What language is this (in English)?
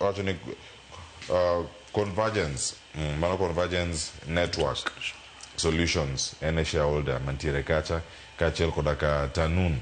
Luo (Kenya and Tanzania)